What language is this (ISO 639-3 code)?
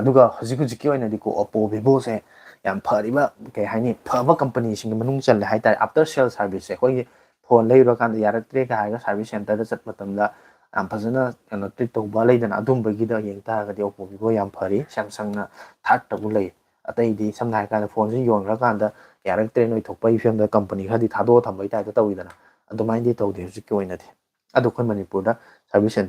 mni